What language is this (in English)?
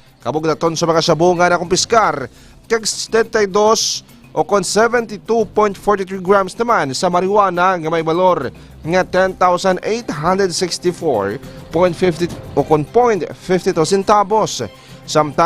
Hiligaynon